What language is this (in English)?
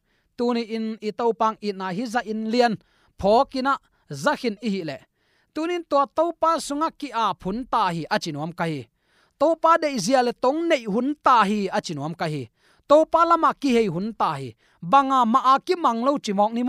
Tedim Chin